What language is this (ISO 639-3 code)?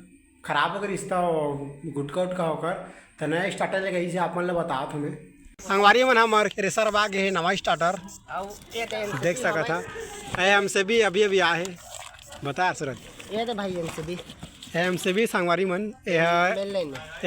hne